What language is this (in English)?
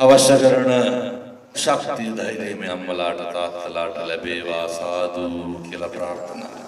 Sinhala